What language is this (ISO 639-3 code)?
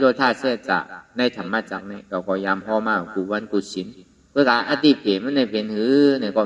shn